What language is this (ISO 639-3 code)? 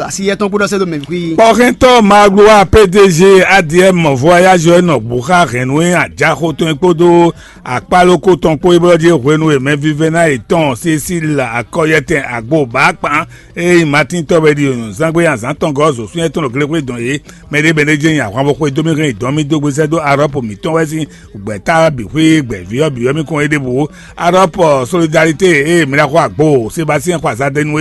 fon